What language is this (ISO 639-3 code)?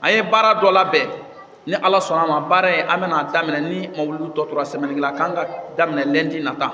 bam